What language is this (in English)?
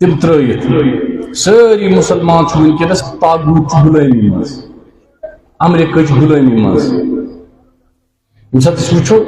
Kashmiri